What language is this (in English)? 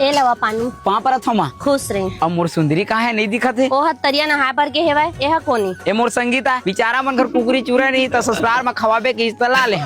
Chhattisgarhi